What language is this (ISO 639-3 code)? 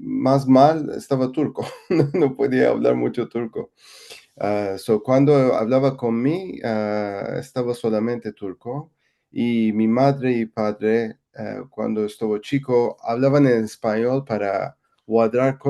lad